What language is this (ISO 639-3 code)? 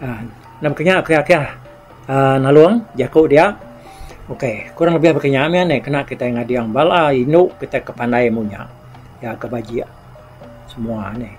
iba